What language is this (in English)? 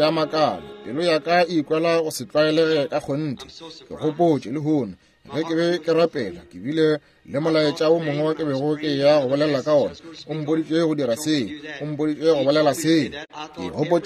Northern Sotho